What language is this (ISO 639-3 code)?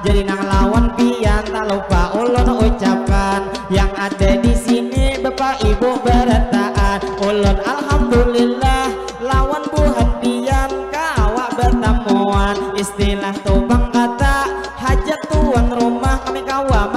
bjn